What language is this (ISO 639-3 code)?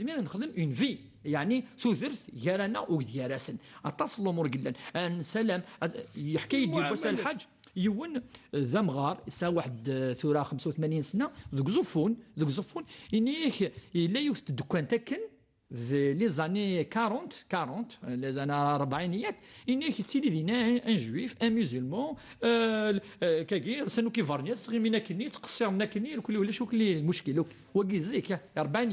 kab